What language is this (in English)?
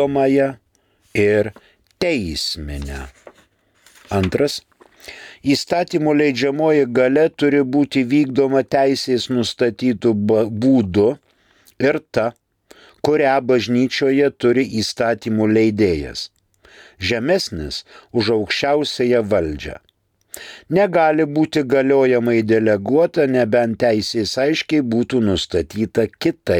Lithuanian